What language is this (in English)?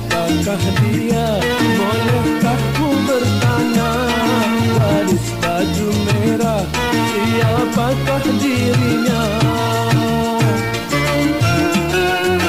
Malay